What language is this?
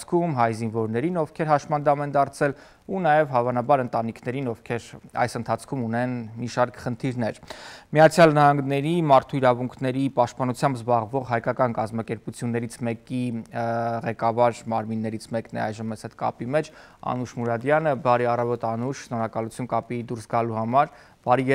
Armenian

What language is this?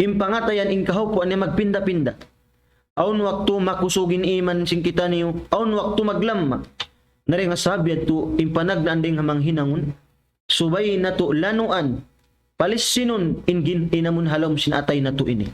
Tausug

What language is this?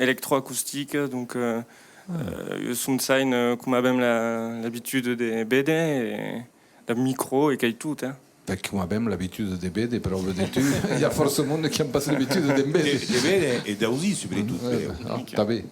Occitan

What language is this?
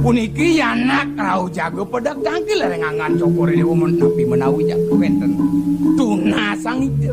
Balinese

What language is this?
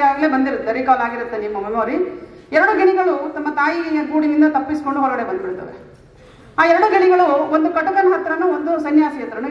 Kannada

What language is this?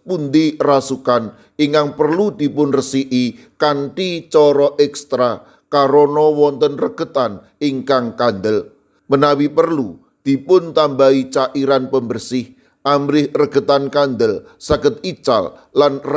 Javanese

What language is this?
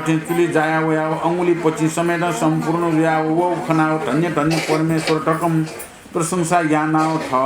Newari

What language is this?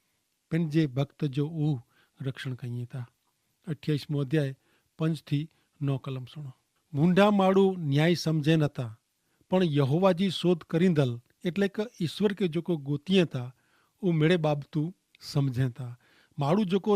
Kachhi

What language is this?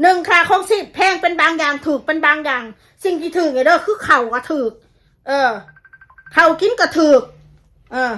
Northeastern Thai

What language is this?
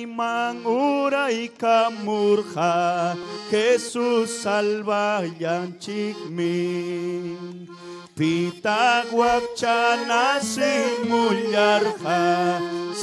Ayacucho Quechua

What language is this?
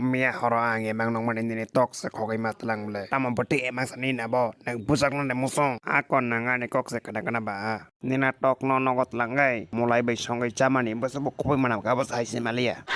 Kok Borok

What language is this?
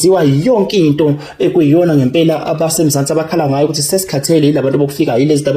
Zulu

